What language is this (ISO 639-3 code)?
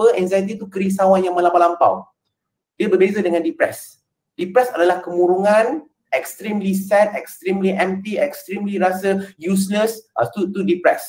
msa